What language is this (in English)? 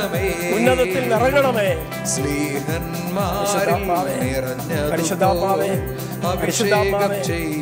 Malayalam